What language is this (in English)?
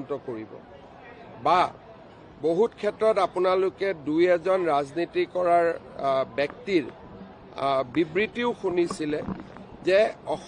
Assamese